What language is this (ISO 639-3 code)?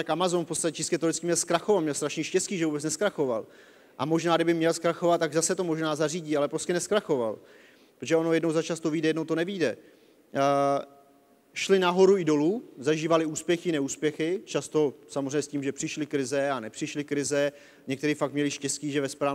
ces